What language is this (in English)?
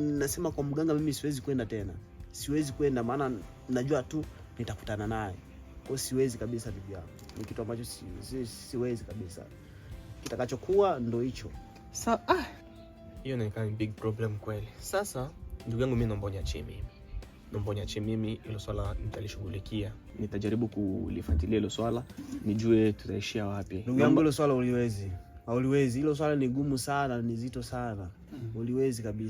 Swahili